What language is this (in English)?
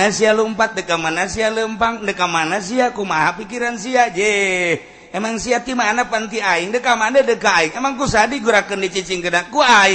Sundanese